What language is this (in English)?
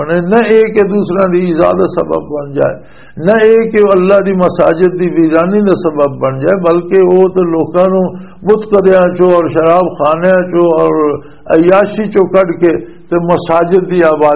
Western Panjabi